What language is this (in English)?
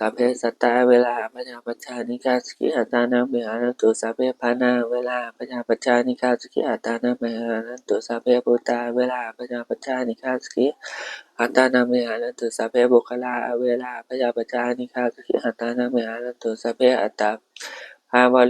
Pali